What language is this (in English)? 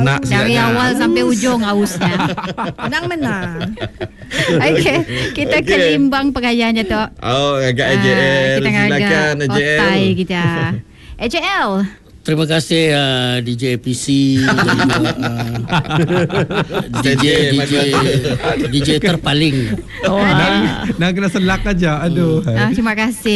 Malay